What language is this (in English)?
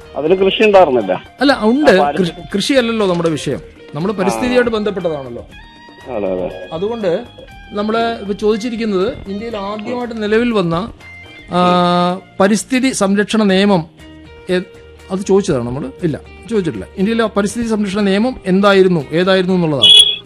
Malayalam